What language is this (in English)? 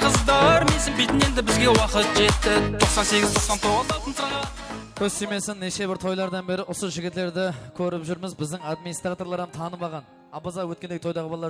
Kara-Kalpak